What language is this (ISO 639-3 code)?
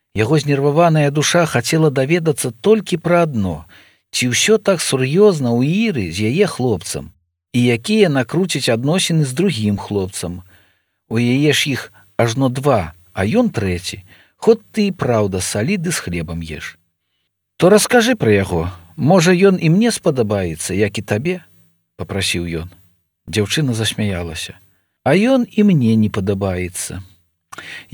bel